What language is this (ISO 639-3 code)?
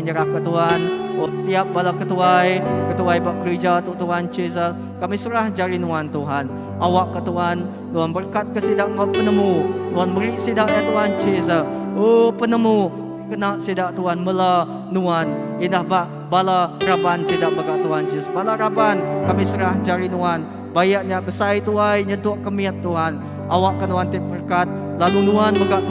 iba